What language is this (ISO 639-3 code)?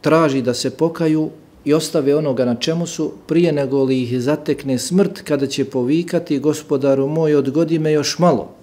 bos